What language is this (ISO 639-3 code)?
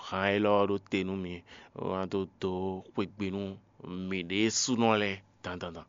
fon